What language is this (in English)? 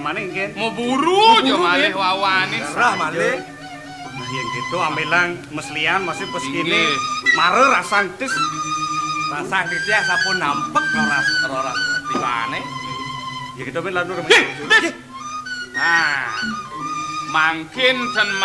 Balinese